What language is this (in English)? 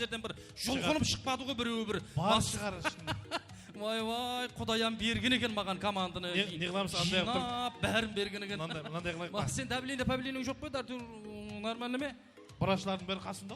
Kara-Kalpak